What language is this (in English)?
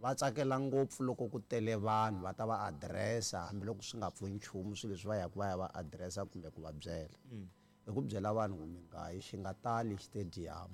Tsonga